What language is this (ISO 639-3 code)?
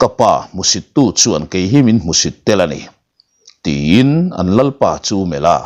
lus